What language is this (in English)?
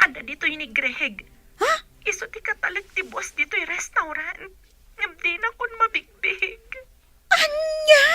Iloko